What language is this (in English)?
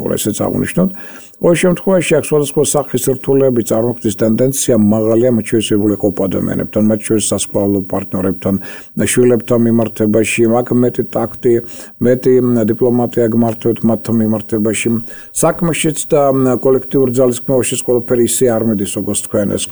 Georgian